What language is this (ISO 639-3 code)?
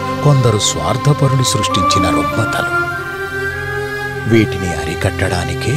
tel